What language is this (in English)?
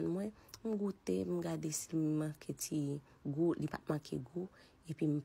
Haitian Creole